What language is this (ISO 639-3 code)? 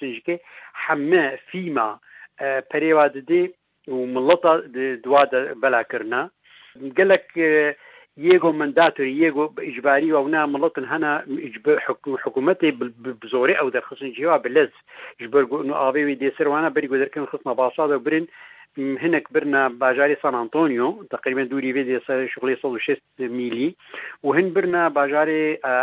kur